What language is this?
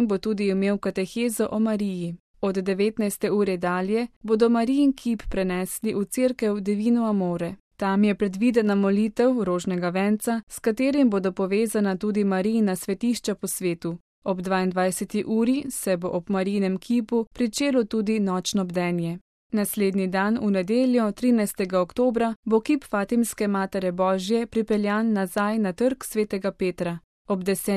Slovenian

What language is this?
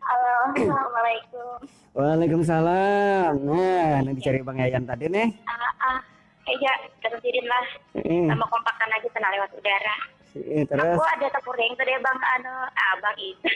Banjar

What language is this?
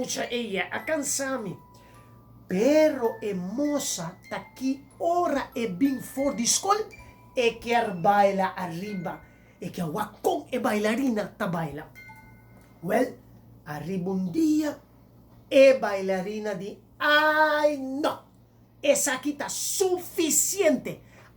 Papiamento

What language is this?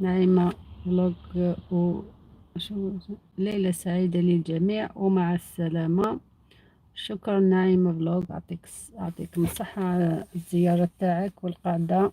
Algerian Arabic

